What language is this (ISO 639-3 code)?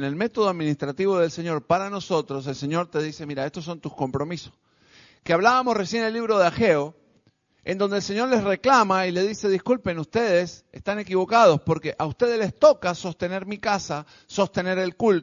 spa